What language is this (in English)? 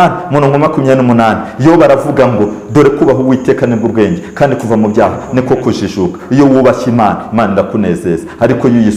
Kinyarwanda